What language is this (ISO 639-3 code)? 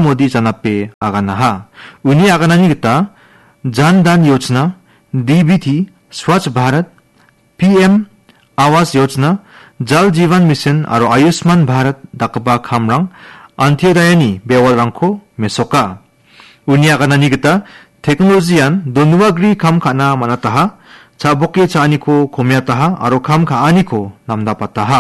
grt